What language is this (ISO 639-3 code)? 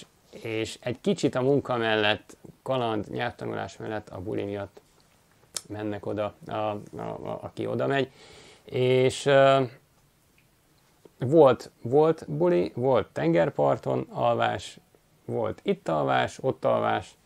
hun